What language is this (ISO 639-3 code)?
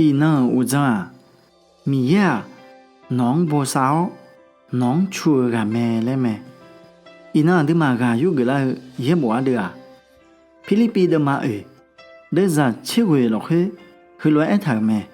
ahk